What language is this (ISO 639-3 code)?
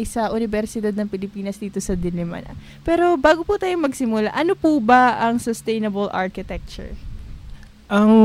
fil